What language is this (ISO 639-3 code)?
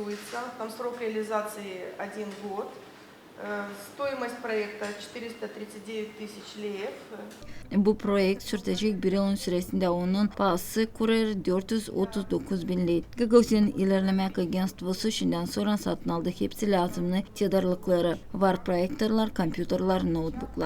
gag